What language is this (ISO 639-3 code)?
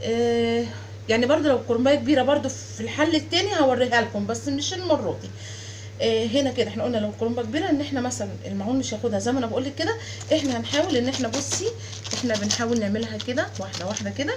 arz